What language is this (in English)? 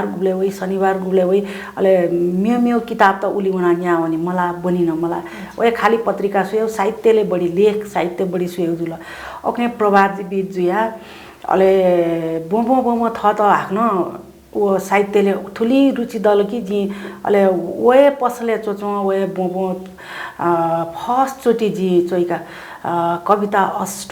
Newari